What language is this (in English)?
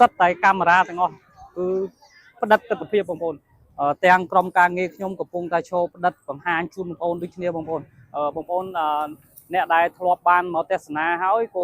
Khmer